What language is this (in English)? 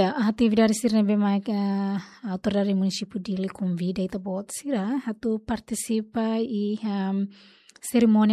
Tetum